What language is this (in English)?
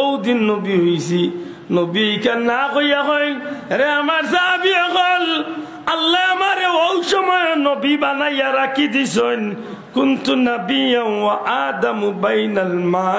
Sylheti